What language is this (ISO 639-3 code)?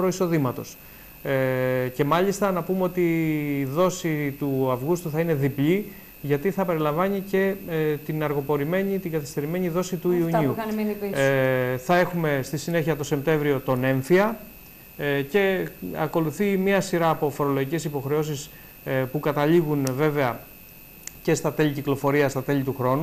ell